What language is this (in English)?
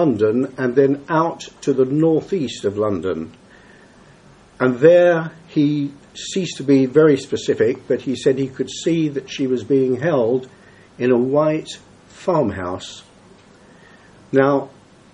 English